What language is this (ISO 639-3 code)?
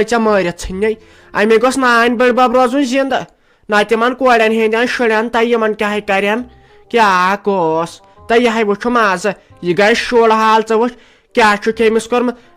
kas